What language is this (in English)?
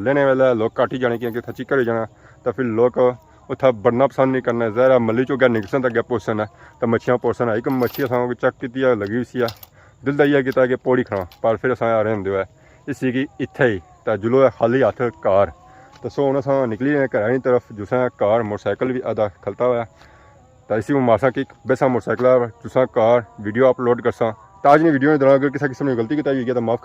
Pahari-Potwari